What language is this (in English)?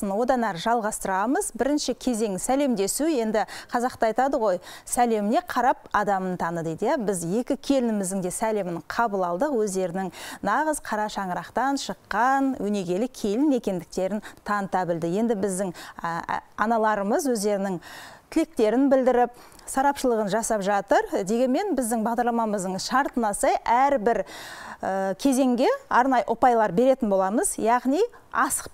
Kazakh